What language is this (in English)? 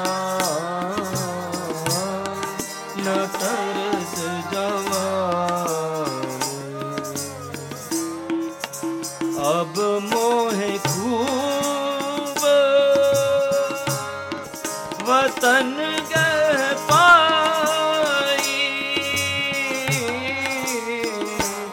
Hindi